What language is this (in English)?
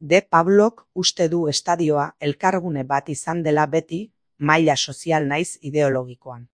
Basque